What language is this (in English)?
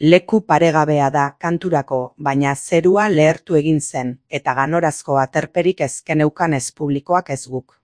Basque